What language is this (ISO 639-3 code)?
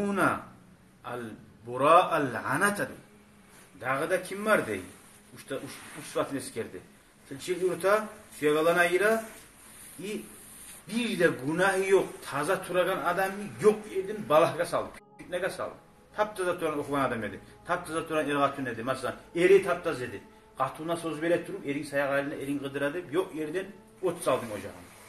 kum